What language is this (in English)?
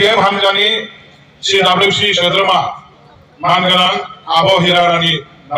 Bodo